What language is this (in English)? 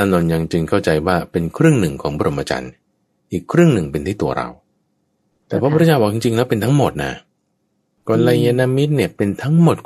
Thai